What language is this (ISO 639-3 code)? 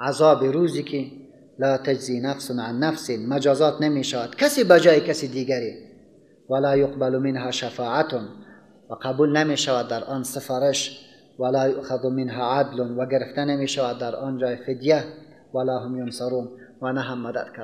fas